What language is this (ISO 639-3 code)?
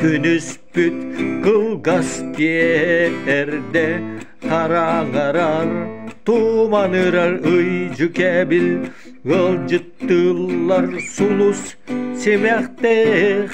sah